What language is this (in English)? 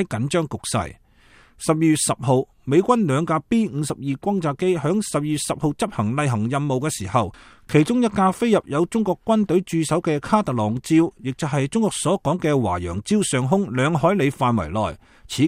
Cantonese